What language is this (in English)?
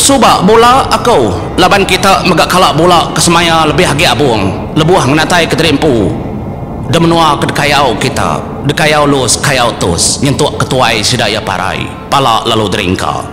Iban